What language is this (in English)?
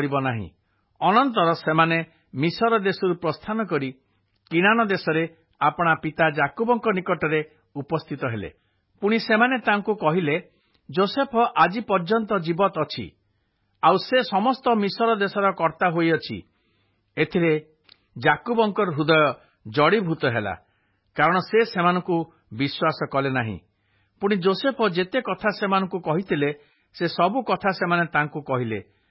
Odia